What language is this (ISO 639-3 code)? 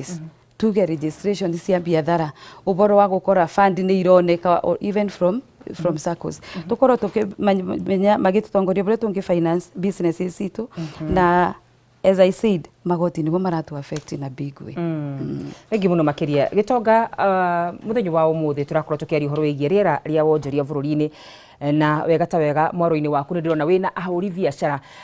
kik